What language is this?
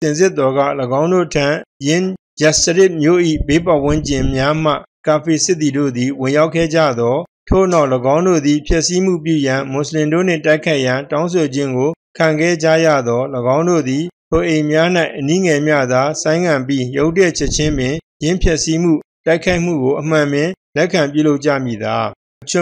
Burmese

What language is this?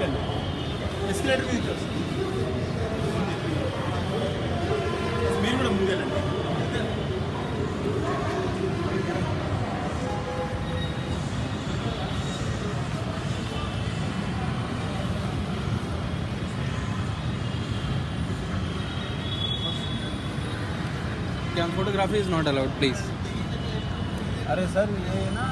Telugu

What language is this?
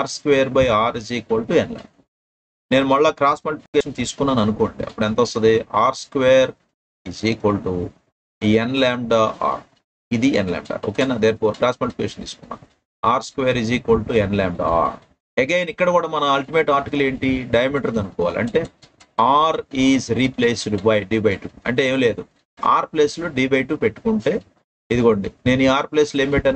Telugu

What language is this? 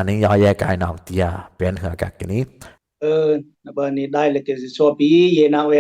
Dimasa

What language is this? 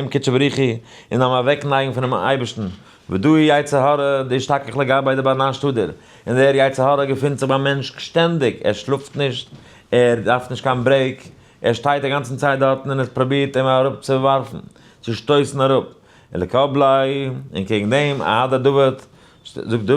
Yiddish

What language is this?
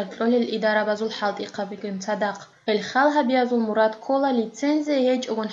Avaric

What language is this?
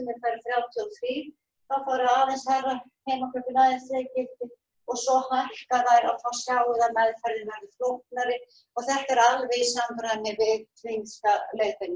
Icelandic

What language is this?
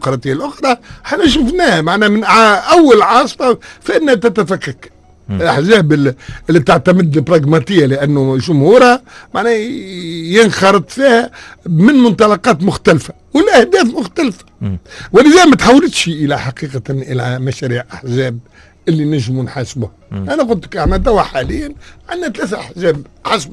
Tunisian Arabic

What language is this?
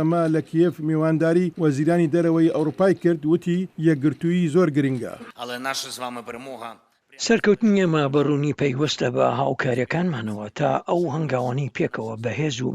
Central Kurdish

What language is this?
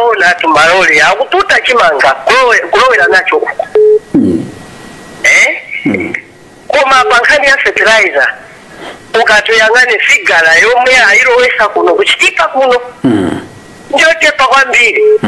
Nyanja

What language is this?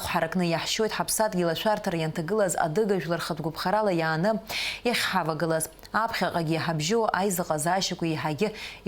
Abkhazian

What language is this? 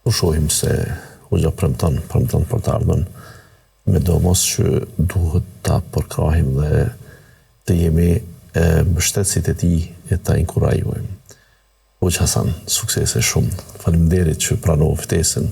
Albanian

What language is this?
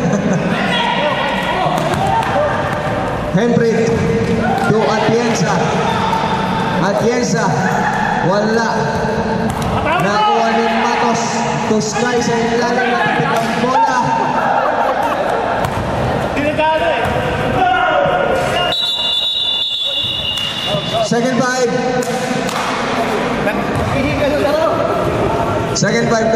Filipino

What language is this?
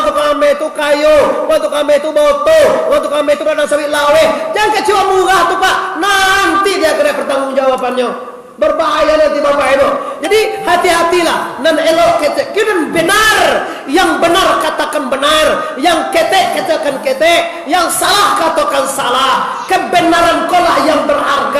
Minangkabau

